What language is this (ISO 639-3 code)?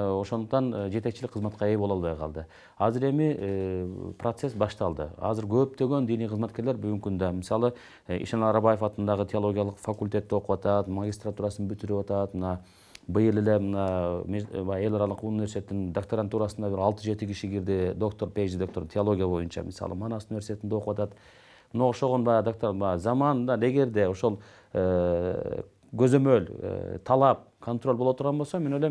kir